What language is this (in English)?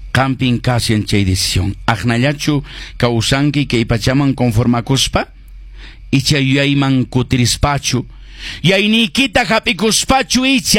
Quechua